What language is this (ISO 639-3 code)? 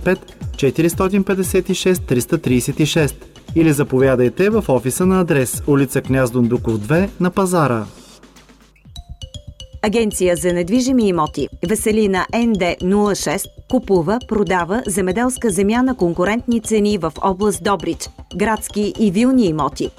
bul